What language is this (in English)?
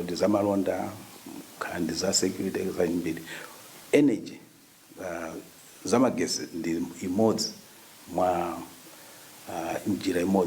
Nyanja